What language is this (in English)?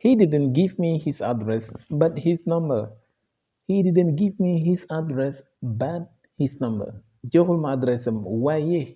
Wolof